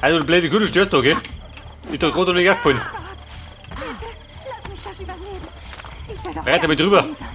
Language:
Bavarian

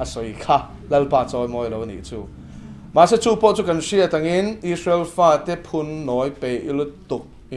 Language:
Mizo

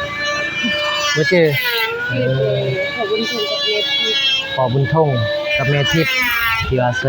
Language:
Lao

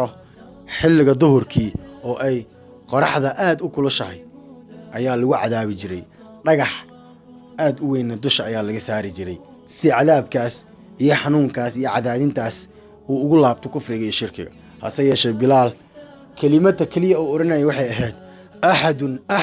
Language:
Somali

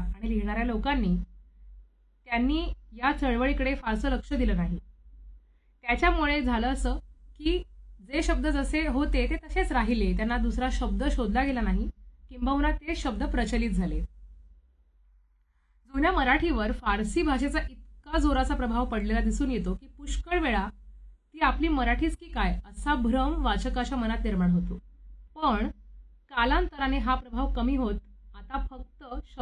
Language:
Marathi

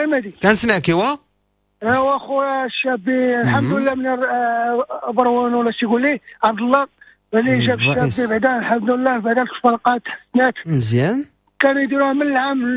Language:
Moroccan Arabic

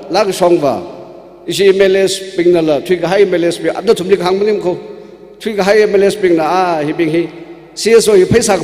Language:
Tangkhul Naga (India)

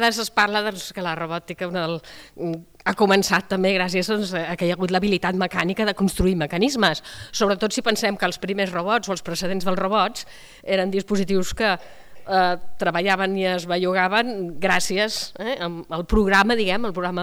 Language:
Catalan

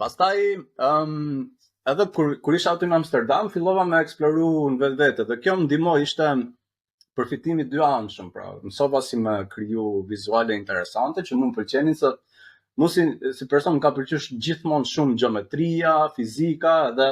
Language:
Albanian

